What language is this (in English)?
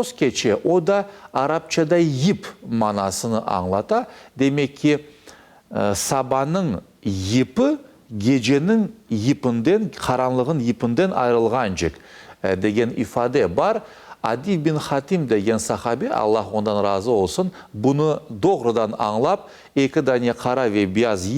Crimean Tatar